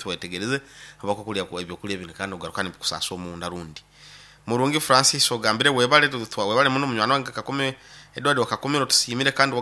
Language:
Nyankole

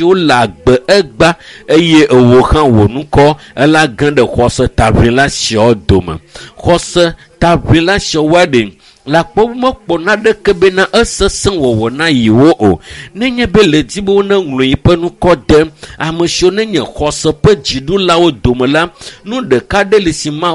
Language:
Ewe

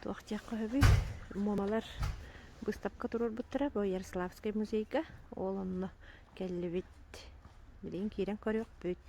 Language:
Yakut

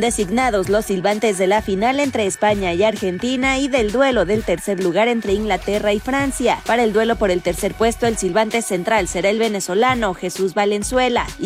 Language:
Spanish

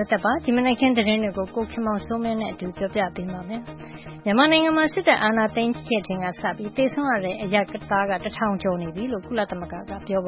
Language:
Burmese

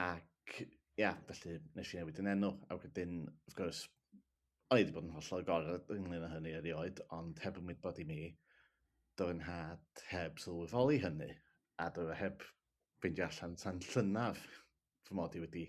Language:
Welsh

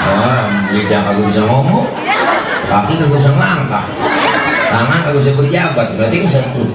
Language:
Betawi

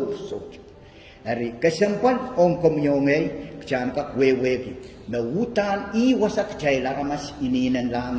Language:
Pohnpeian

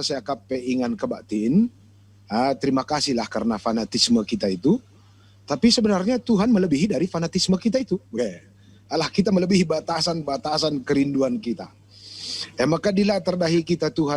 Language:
Batak Karo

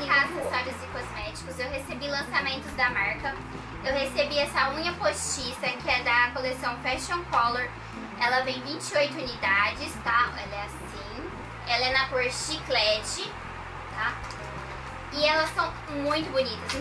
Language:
Portuguese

